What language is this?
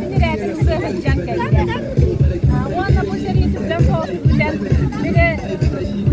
Yakut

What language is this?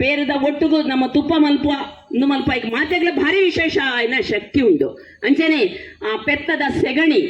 Tulu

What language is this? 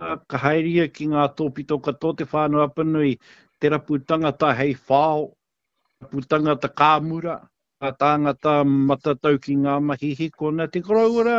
Māori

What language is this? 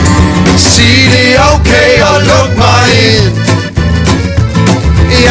Danish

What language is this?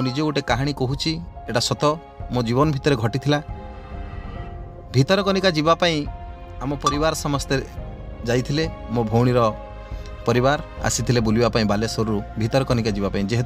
Odia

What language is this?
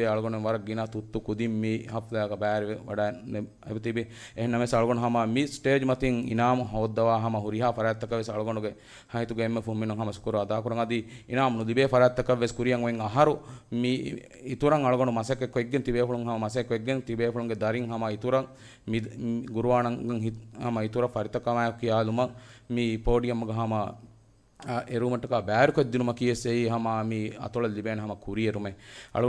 Divehi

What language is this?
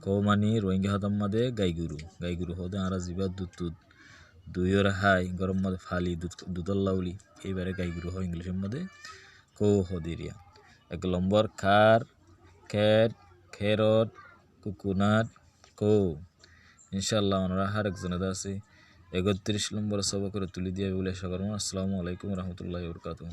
Rohingya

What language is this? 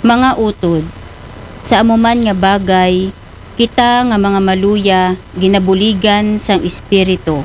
Aklanon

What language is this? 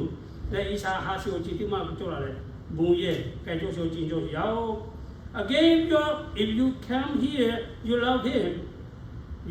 Lahu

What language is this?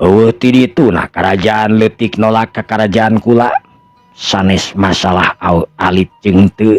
Sundanese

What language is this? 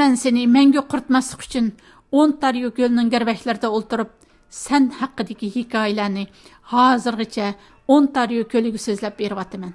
Uyghur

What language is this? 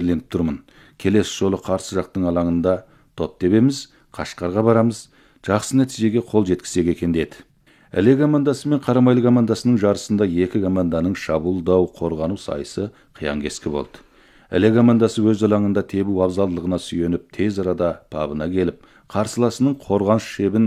Kazakh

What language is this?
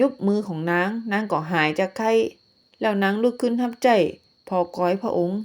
Northern Thai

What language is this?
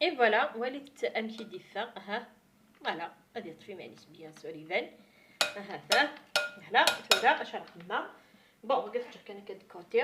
Kabyle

